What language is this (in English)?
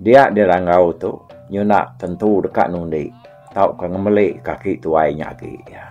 Iban